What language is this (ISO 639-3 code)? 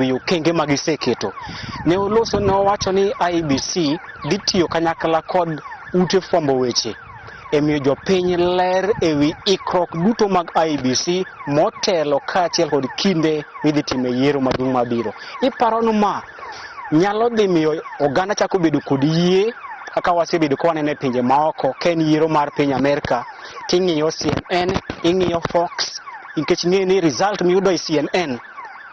luo